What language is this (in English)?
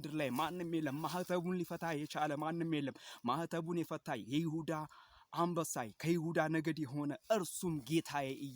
Amharic